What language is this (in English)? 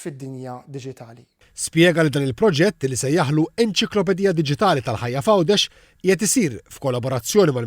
Maltese